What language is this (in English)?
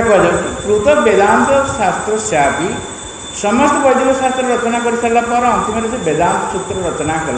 Odia